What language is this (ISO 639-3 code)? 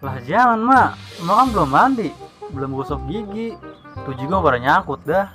bew